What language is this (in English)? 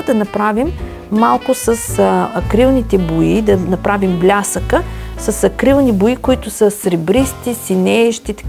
Bulgarian